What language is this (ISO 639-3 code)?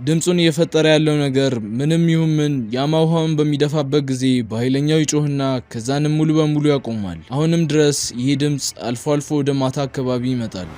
amh